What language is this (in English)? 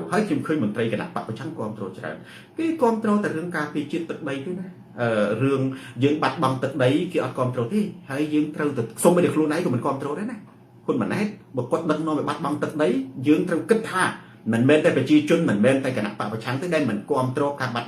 Khmer